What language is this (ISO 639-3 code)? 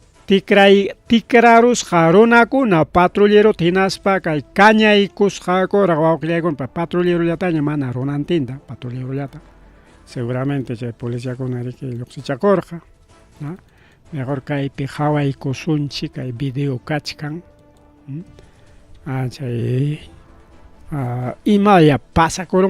quy